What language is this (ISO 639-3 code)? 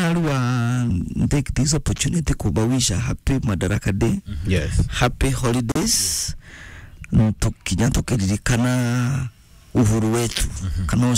mer